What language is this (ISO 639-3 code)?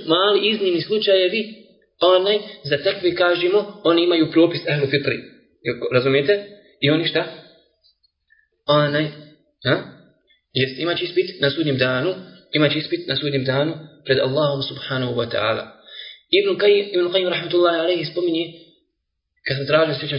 bos